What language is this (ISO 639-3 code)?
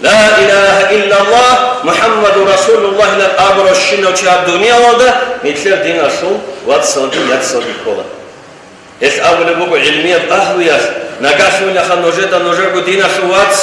ava